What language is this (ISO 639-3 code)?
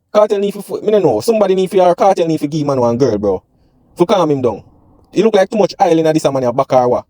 jam